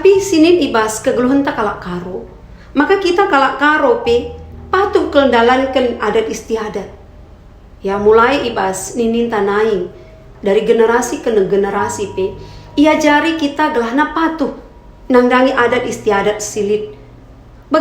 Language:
Batak Karo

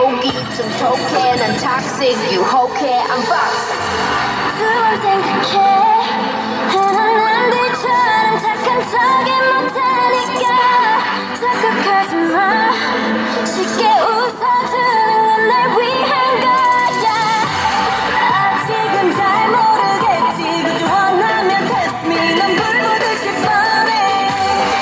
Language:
Korean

